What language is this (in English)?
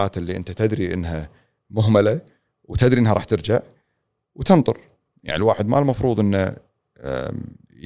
Gulf Arabic